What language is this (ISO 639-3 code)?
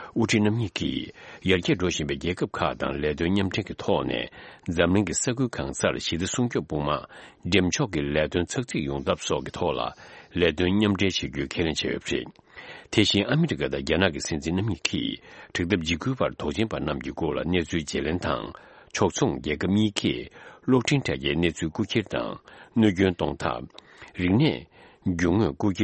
bod